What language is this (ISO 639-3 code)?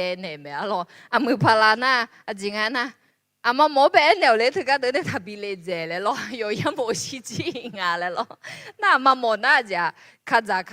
ahk